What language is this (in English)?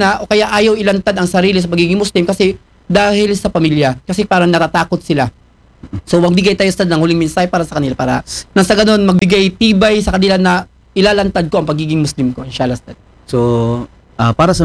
Filipino